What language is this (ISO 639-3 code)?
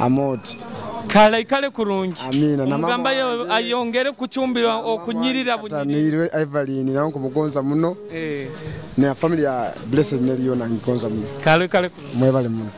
nyo